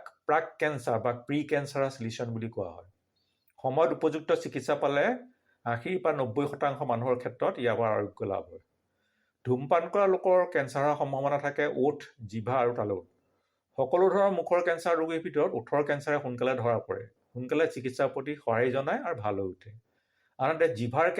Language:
Assamese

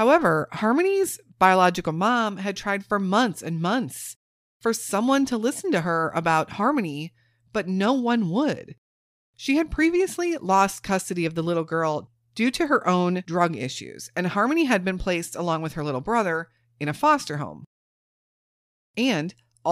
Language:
English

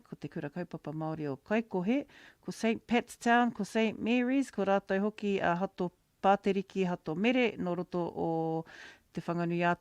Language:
Māori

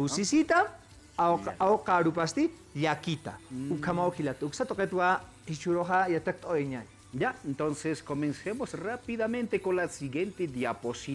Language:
Aymara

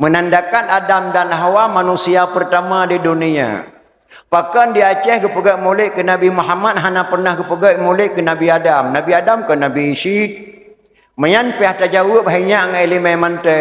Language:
Achinese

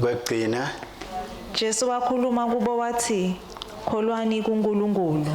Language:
Swati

